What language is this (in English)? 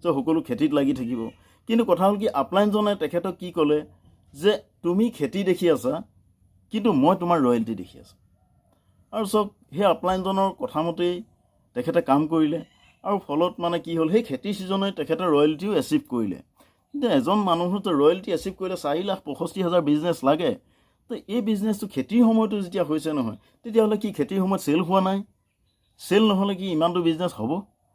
Assamese